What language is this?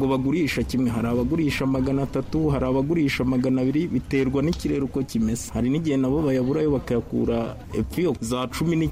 Kinyarwanda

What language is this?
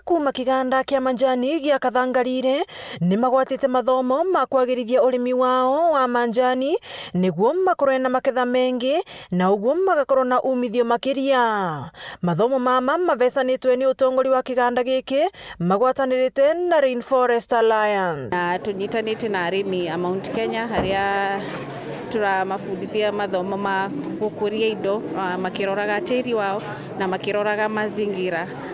Meru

